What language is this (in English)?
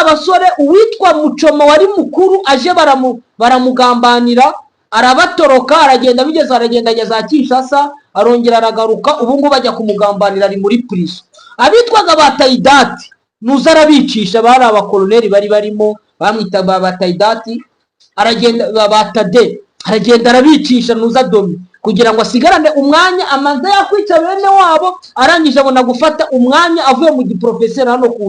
Kinyarwanda